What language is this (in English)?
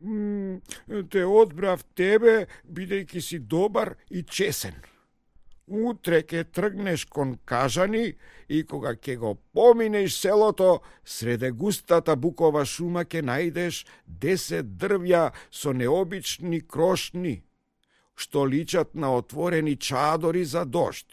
Macedonian